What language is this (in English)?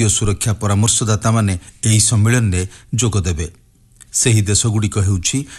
Odia